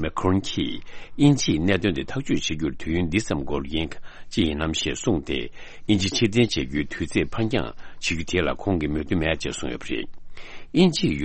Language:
Tibetan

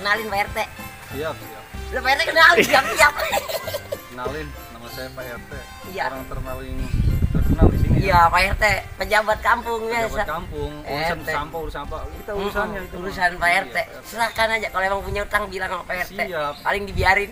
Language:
Betawi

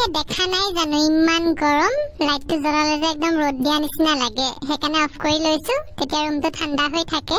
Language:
Assamese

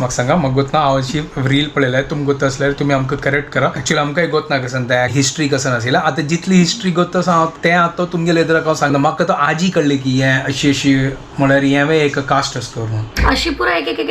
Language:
Konkani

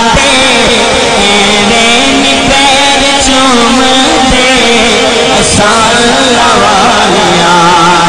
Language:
Saraiki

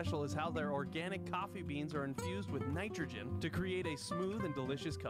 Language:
English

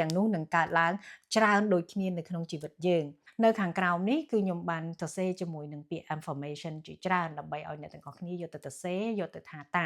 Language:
Khmer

